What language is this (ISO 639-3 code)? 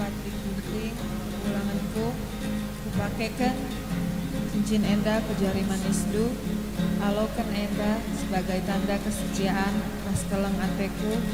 btx